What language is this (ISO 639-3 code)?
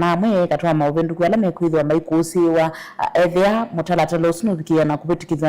kam